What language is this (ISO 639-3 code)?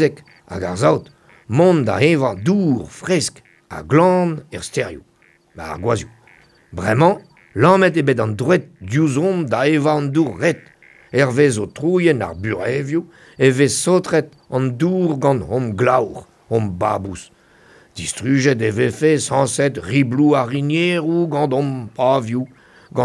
bre